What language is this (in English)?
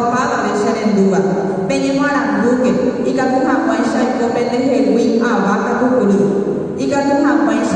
Guarani